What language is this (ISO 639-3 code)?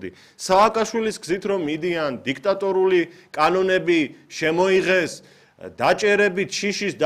kat